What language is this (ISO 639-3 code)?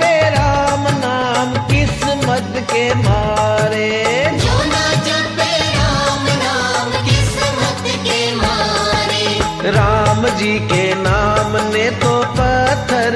hin